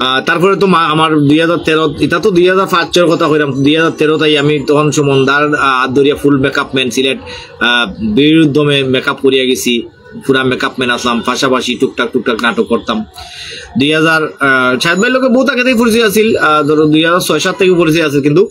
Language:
Sylheti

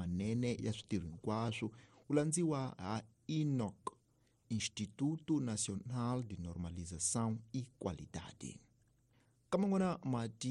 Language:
Tsonga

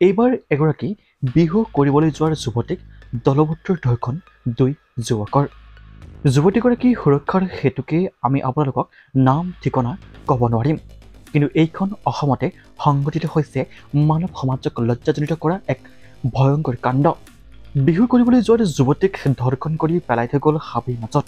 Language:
Assamese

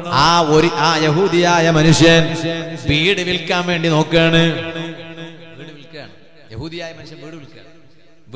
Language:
Malayalam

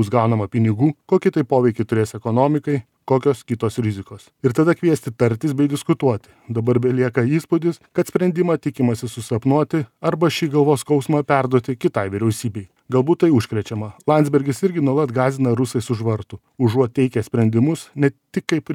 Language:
Lithuanian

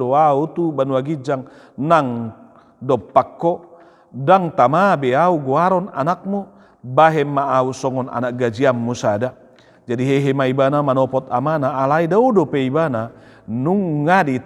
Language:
Batak Toba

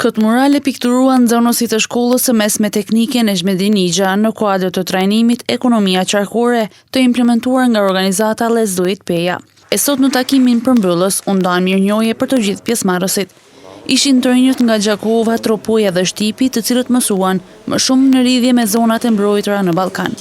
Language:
Albanian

